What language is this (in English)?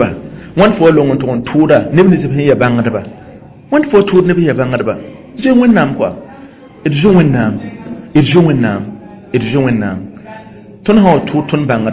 Mossi